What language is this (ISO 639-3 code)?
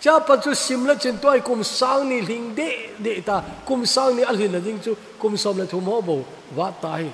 tcz